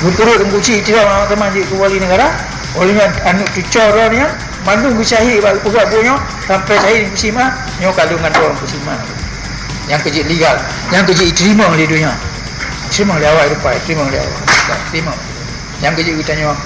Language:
Achinese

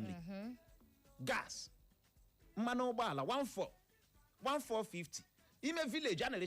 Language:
Igbo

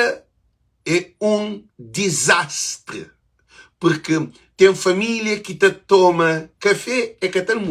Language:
Kabuverdianu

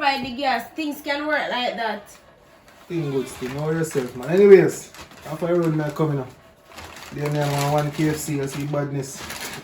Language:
Jamaican Creole English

